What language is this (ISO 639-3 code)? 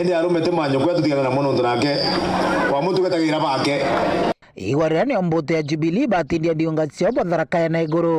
mer